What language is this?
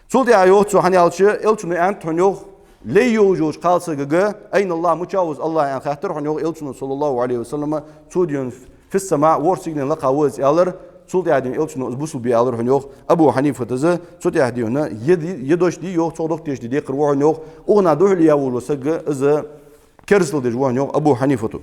Ingush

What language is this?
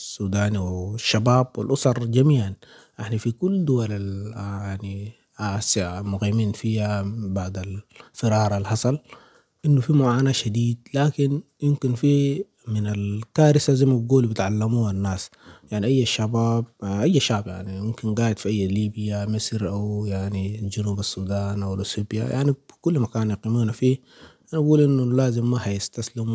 Sudanese Arabic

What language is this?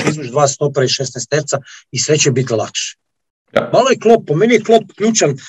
Croatian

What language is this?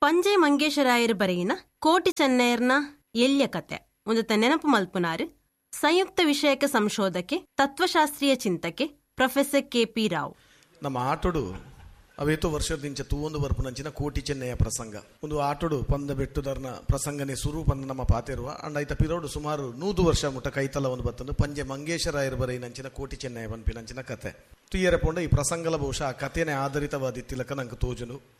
Tulu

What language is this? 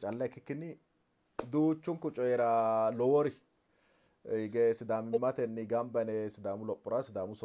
Sidamo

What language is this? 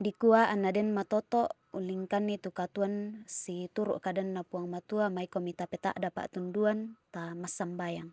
Toraja-Sa'dan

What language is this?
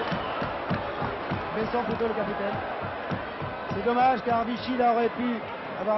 French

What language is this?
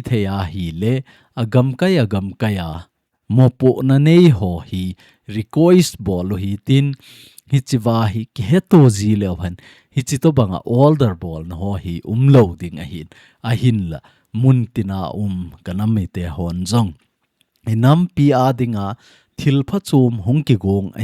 Thado Chin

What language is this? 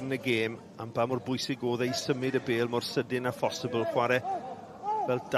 Welsh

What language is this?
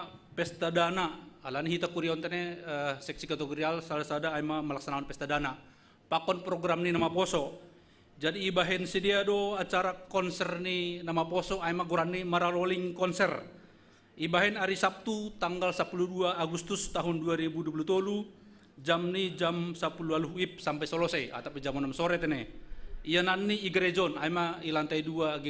Batak Simalungun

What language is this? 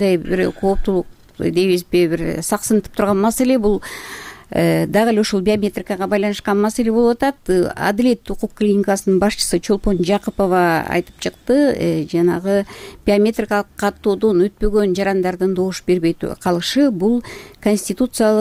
Kyrgyz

